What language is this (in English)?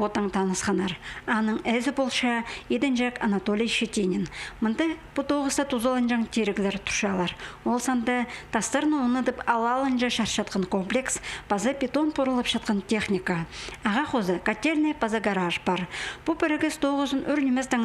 Khakas